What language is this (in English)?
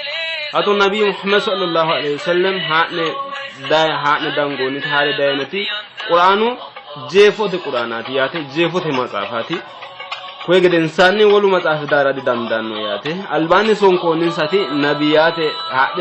Sidamo